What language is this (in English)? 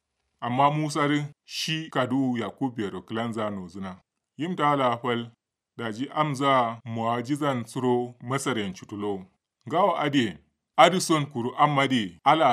Kanuri